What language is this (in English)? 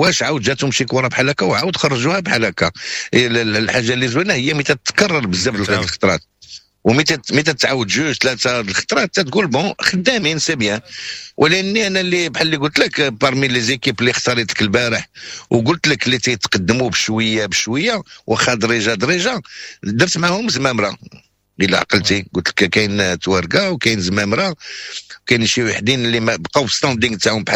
Moroccan Arabic